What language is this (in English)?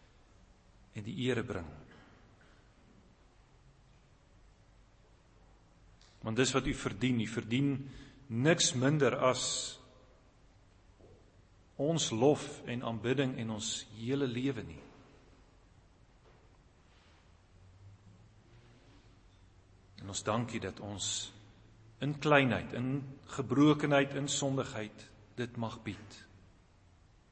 Afrikaans